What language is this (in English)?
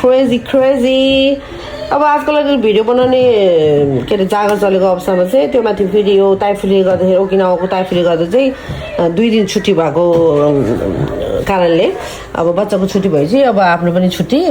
Nepali